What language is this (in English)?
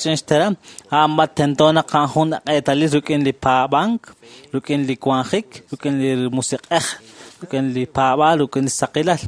Kekchí